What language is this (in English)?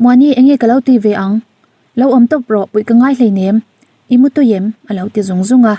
Mizo